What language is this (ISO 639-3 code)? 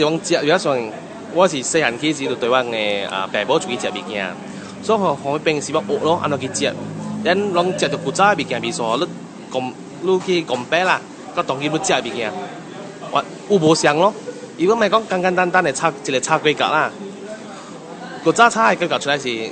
nan